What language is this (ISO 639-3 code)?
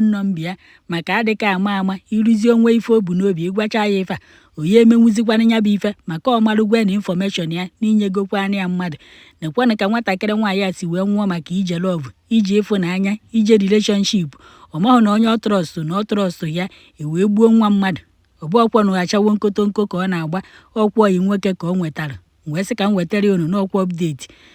ibo